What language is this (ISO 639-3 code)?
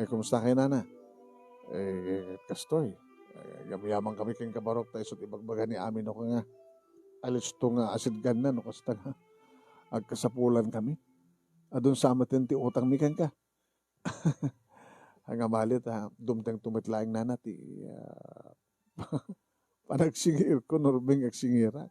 ilo